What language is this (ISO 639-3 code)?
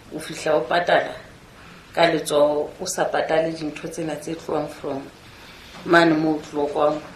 sot